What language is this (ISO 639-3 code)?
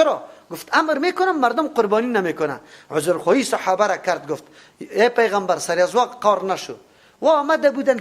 fas